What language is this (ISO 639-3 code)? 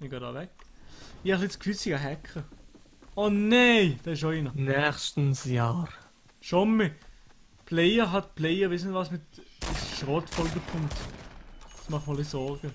gsw